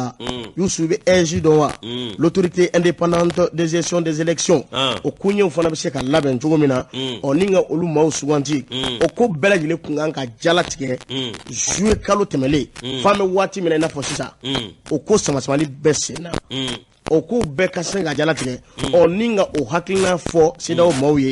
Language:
Bambara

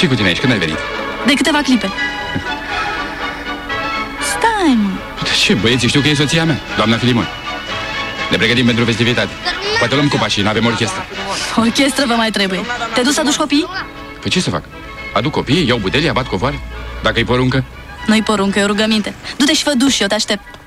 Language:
Romanian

